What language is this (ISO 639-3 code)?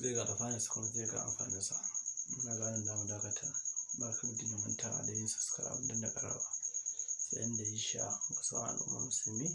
hau